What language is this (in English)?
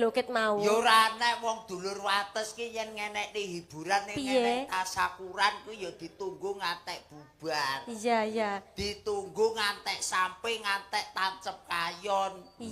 Javanese